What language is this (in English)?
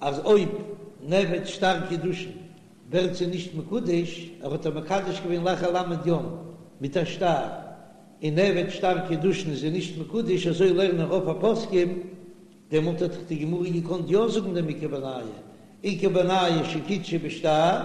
Yiddish